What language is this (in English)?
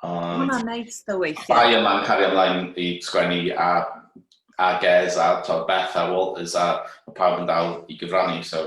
Welsh